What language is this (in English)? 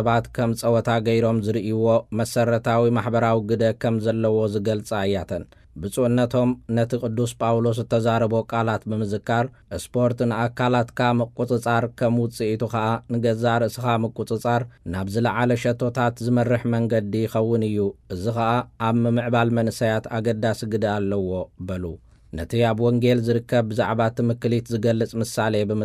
Tigrinya